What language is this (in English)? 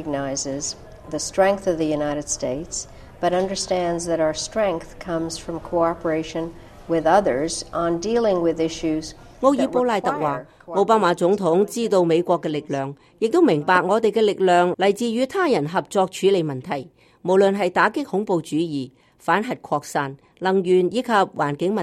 Cantonese